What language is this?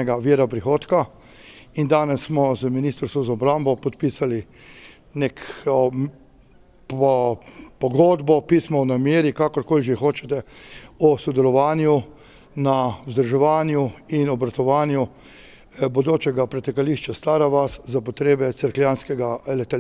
Slovenian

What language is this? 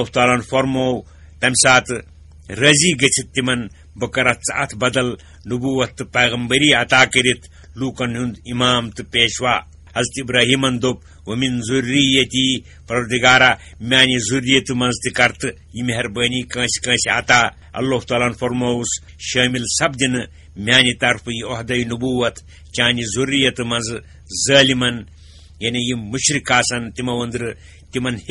Kashmiri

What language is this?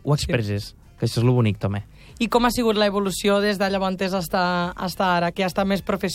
Catalan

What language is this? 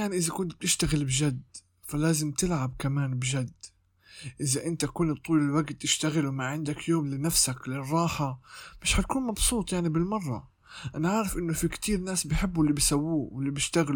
North Levantine Arabic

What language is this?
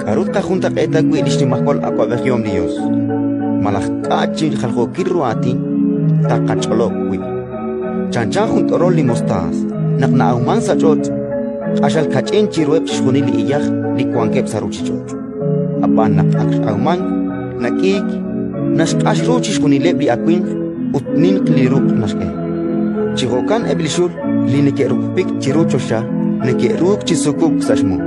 Kekchí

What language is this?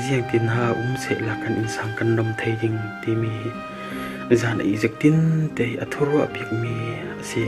Falam Chin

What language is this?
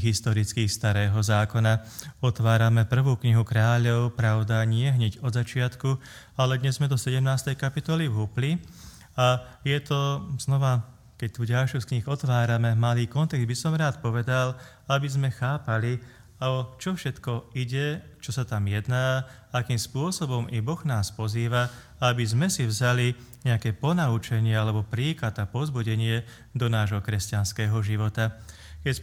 Slovak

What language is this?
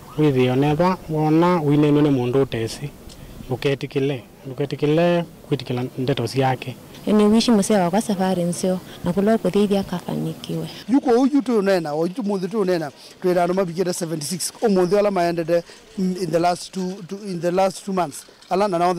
Kamba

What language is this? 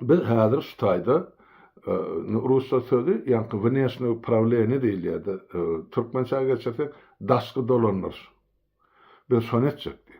Turkmen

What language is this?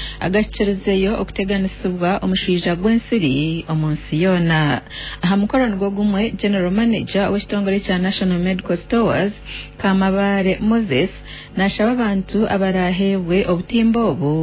Nyankole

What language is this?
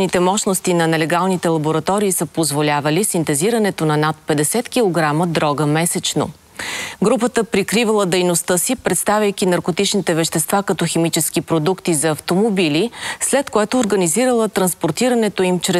Bulgarian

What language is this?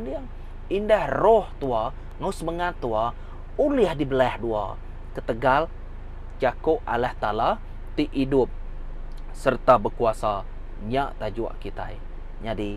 Iban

